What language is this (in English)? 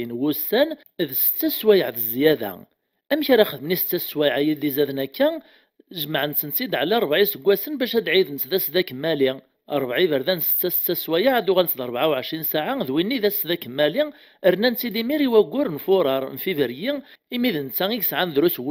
Kabyle